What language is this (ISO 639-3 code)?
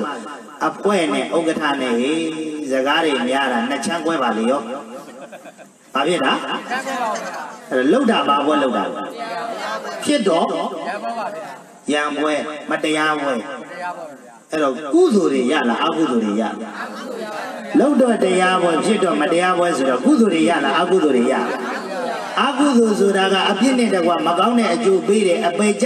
mya